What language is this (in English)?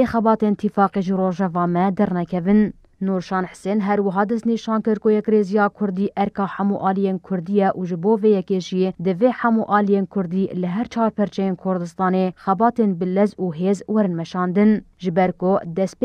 Kurdish